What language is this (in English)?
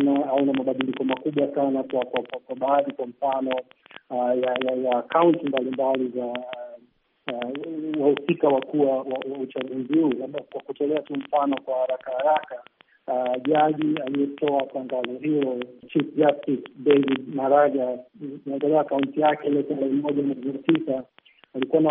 Swahili